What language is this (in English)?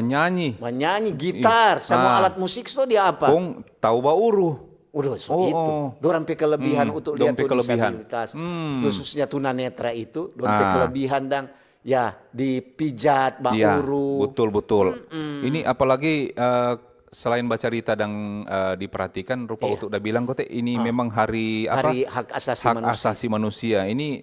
Manado Malay